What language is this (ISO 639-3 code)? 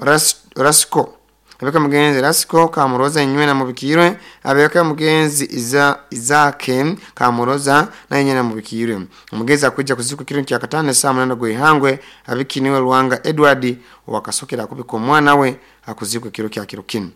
nyo